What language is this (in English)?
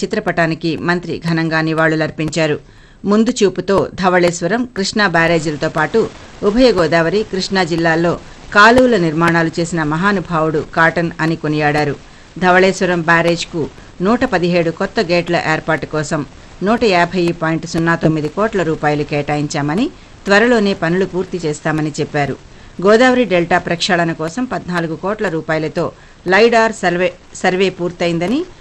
Telugu